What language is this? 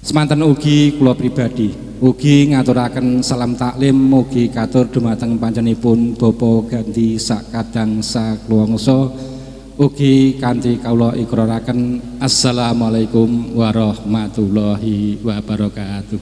Javanese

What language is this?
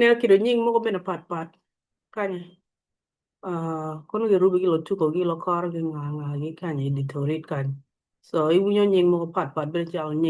Acoli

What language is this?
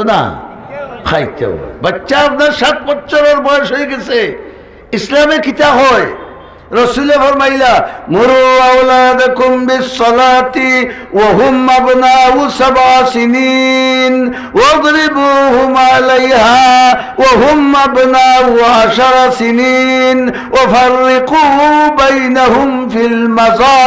Sylheti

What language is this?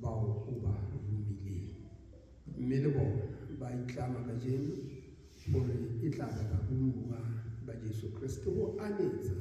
Southern Sotho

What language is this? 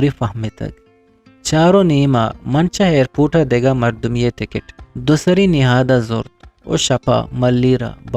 Eastern Balochi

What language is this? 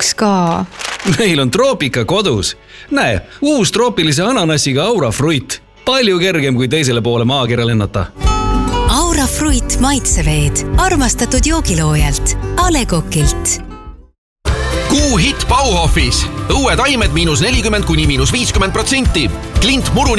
Estonian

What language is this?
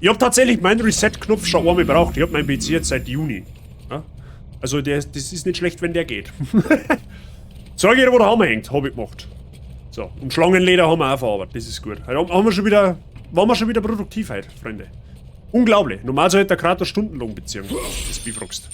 Bavarian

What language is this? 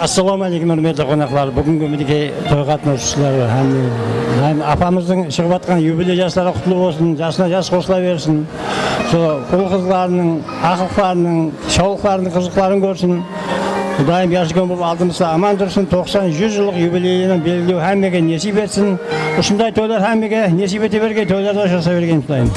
Kara-Kalpak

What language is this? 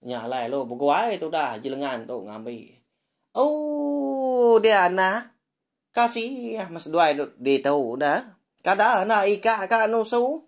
Iban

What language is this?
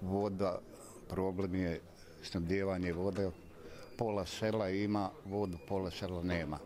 Croatian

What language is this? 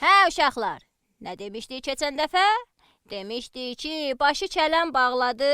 Azerbaijani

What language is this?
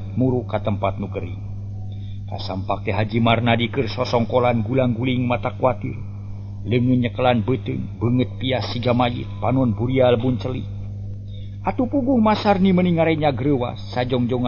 Sundanese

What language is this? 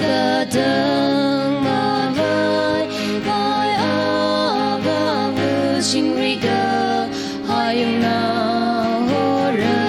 Tangkhul Naga (India)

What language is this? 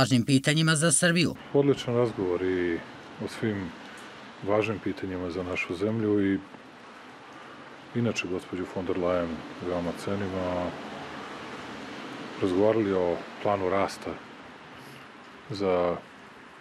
Serbian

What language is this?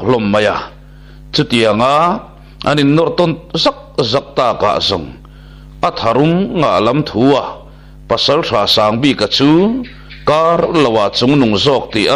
Mizo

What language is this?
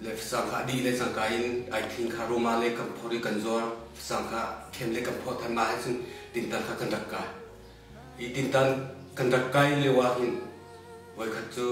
Hakha Chin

